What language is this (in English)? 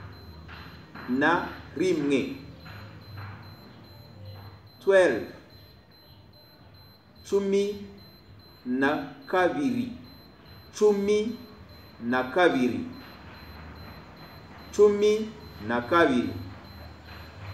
Kinyarwanda